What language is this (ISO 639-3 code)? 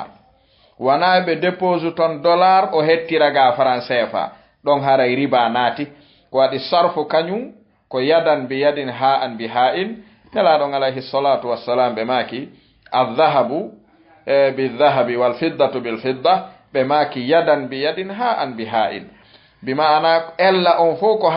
ful